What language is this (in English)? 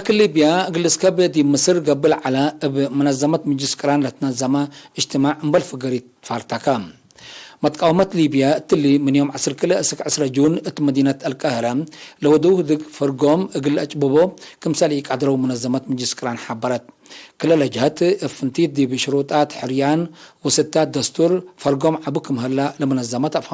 Tigre